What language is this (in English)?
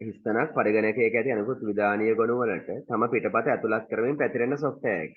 Sinhala